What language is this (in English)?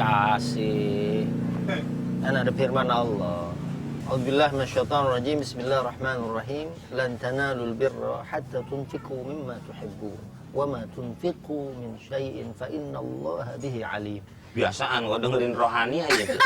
Betawi